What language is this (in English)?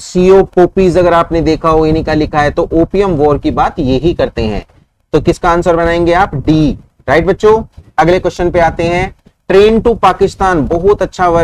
Hindi